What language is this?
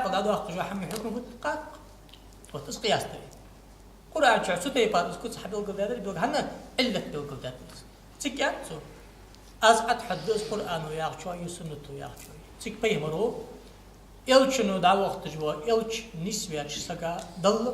Ingush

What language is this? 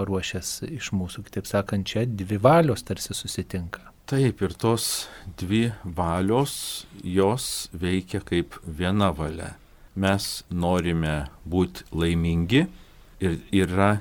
Lithuanian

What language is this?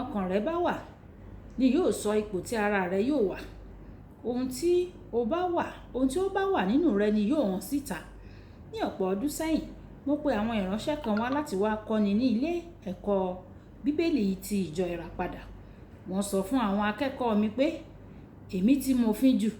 Yoruba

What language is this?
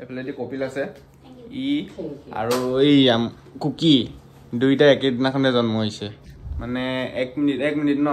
Assamese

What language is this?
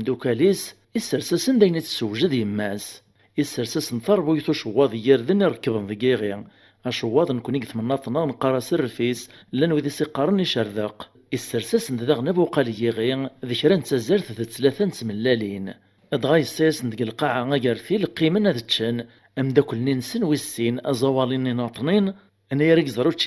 Kabyle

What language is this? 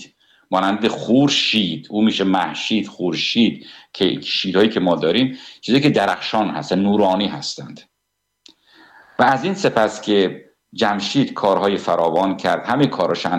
Persian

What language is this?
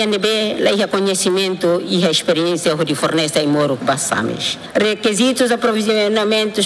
Tetum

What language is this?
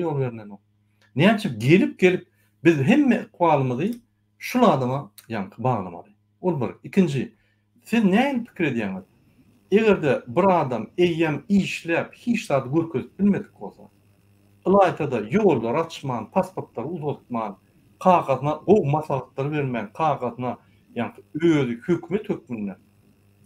Turkmen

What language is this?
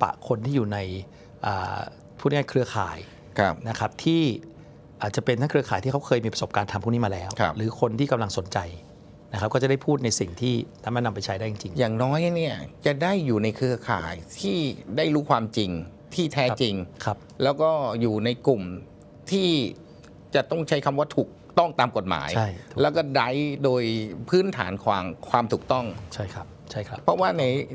Thai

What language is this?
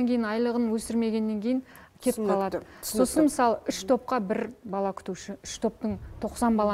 Kazakh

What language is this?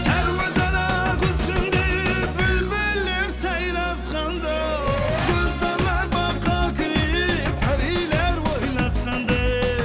Kara-Kalpak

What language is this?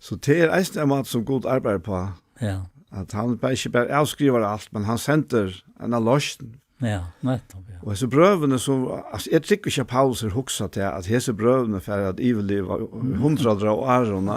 Faroese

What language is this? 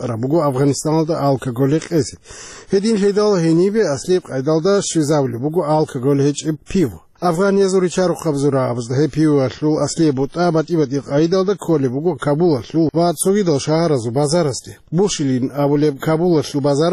Avaric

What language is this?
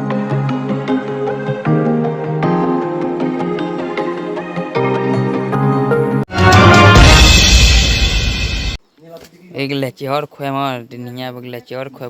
S'gaw Karen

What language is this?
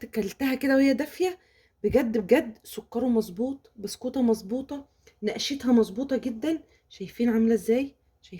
Egyptian Arabic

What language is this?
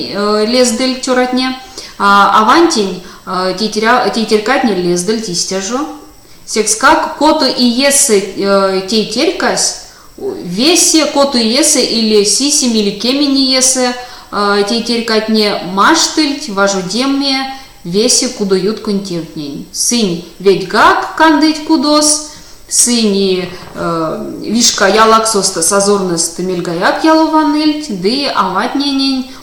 Erzya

